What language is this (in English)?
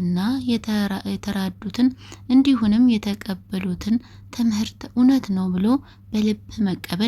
Amharic